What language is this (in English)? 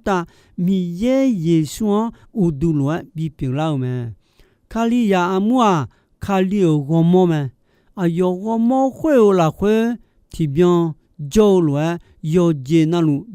Akha